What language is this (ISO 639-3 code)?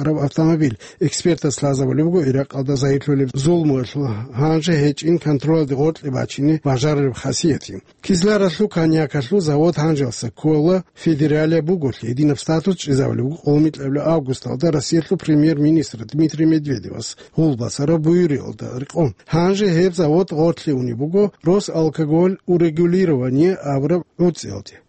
ava